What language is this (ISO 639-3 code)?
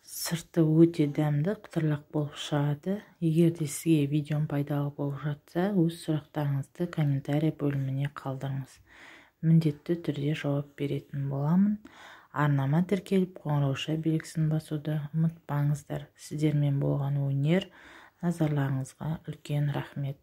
kaz